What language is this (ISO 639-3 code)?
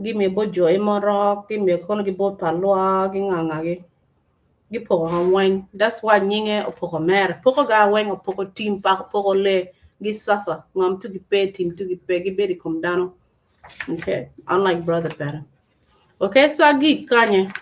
ach